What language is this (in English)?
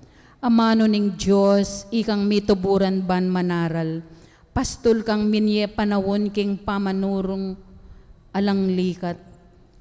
Pampanga